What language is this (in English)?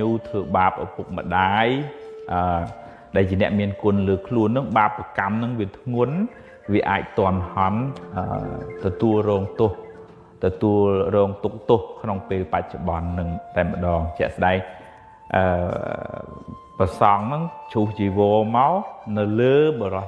Khmer